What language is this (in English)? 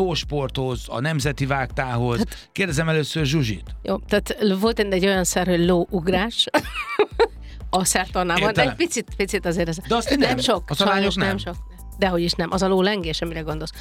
Hungarian